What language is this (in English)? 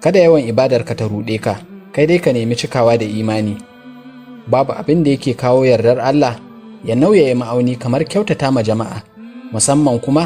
Hausa